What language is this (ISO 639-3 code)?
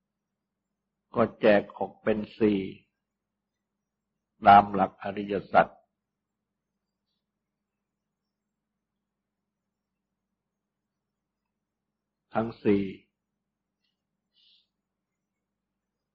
tha